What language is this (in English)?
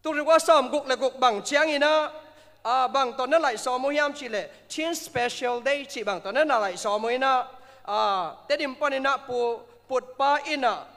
Tedim Chin